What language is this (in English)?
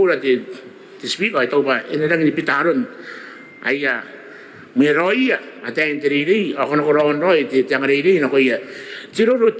Gilbertese